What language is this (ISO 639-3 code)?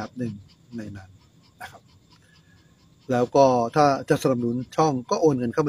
tha